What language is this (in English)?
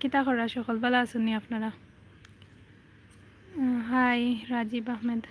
Sylheti